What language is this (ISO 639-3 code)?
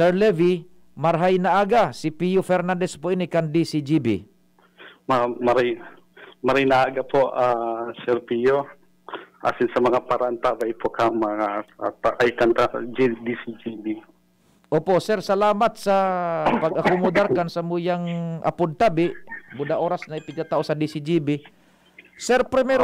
bik